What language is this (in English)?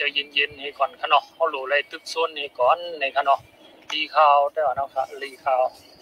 Shan